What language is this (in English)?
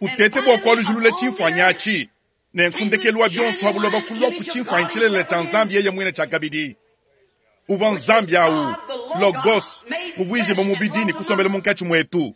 Luba-Lulua